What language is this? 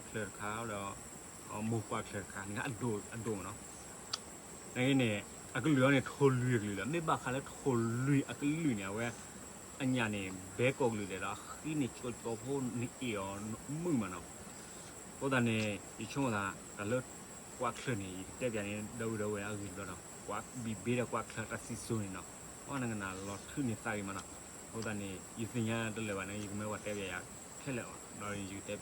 S'gaw Karen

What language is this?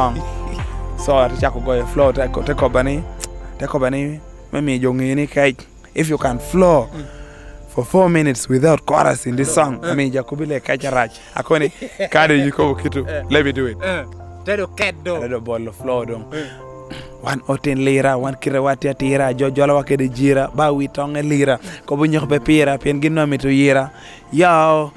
Lango (Uganda)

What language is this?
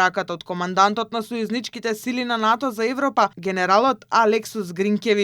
Macedonian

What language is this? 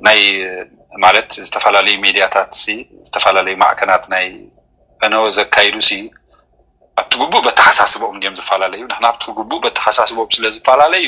Tigrinya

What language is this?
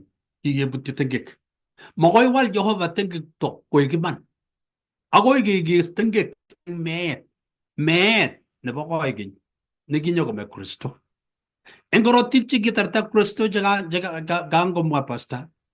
Kalenjin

